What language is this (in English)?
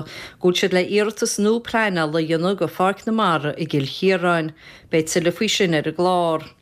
Irish